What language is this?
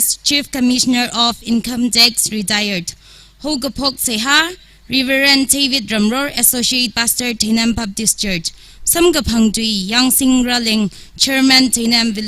Tangkhul Naga (India)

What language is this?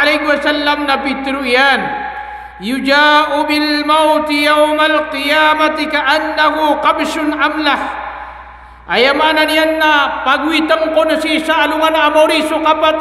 Maranao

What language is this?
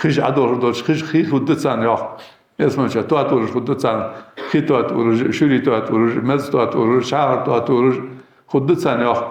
Ingush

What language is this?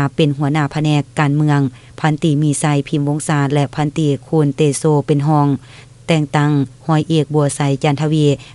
Lao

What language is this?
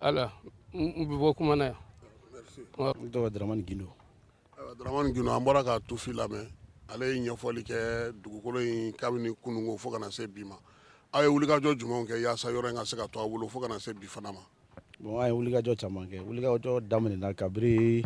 Bambara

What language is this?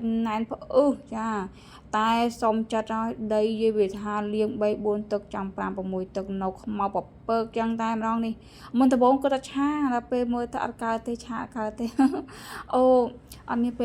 Khmer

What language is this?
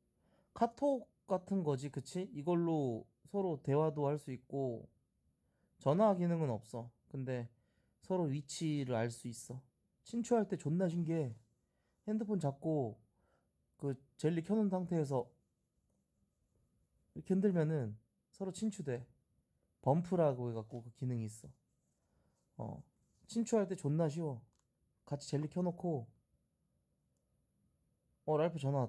Korean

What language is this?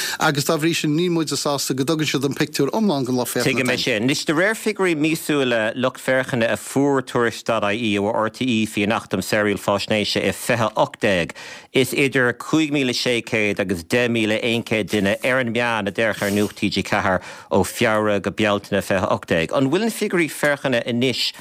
Irish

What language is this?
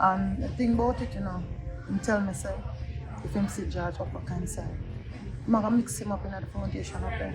Jamaican Creole English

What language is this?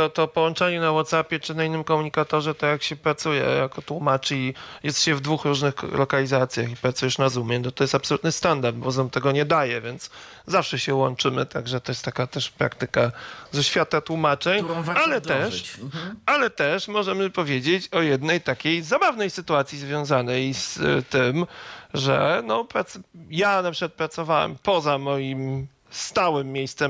Polish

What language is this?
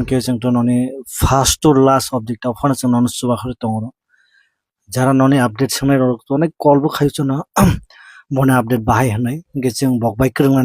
Kok Borok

